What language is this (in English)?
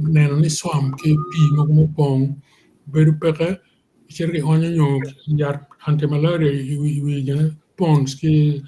Acoli